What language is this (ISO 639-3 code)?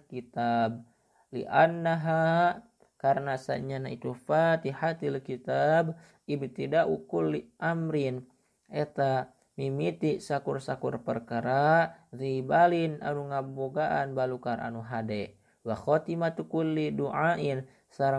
sun